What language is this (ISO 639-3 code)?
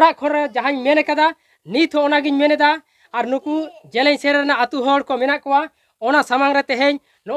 sat